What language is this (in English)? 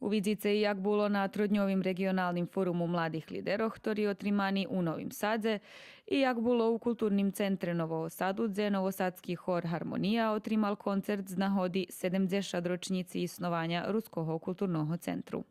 Rusyn